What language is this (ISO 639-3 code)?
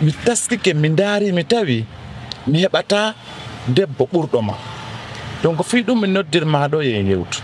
ful